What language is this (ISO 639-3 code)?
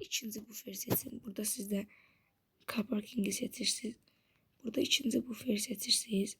aze